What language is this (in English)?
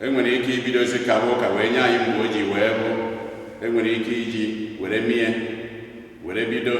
Igbo